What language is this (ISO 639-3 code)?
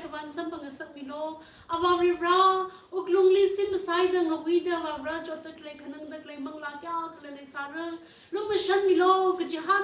nmf